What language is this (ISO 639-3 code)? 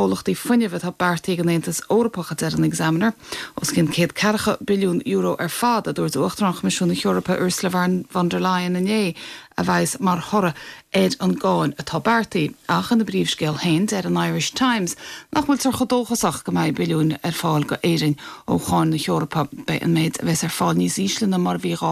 gle